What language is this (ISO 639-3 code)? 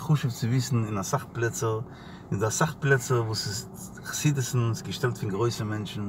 yid